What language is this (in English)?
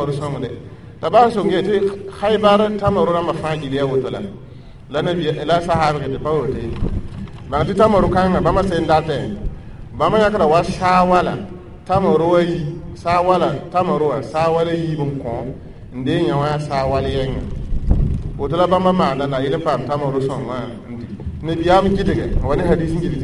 Mossi